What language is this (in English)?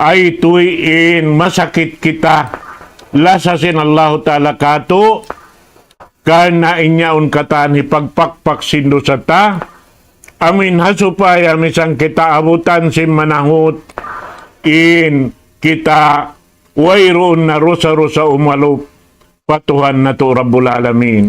Tausug